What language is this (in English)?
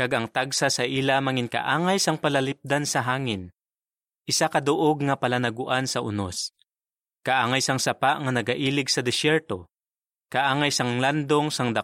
Hiligaynon